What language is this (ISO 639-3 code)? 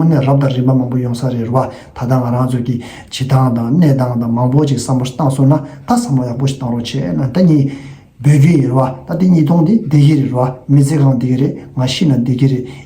bod